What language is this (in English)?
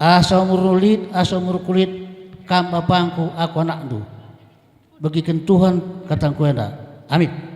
Batak Karo